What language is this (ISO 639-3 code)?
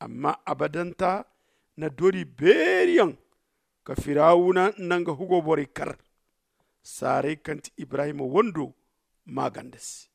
dje